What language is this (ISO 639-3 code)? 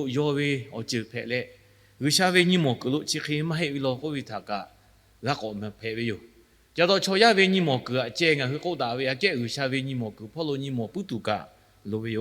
lhu